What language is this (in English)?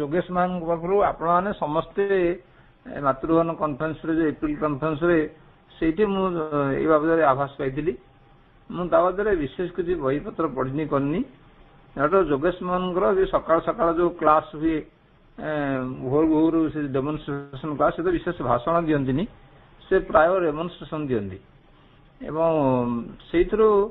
Odia